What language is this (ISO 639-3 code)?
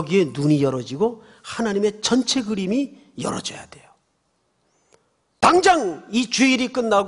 kor